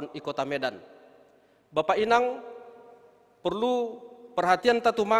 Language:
Batak Simalungun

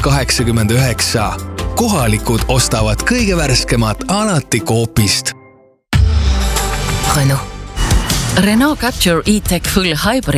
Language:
Estonian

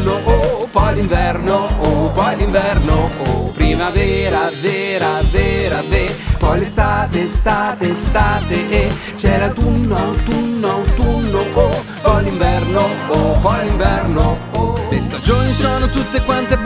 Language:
Italian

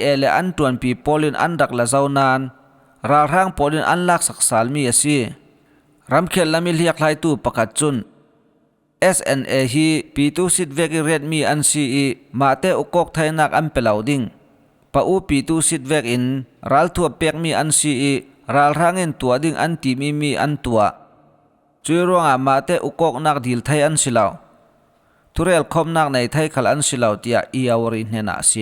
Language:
Falam Chin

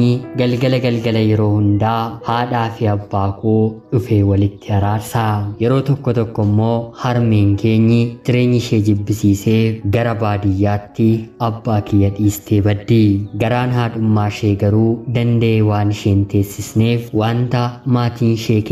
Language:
Oromo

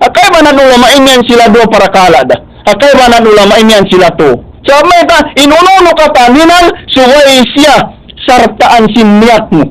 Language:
Tausug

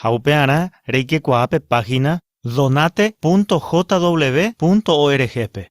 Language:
Guarani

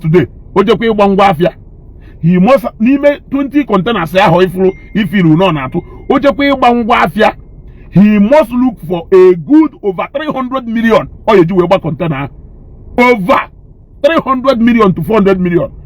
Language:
Igbo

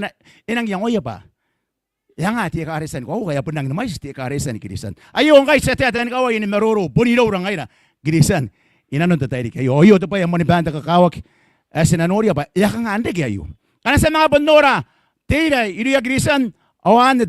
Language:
Gilbertese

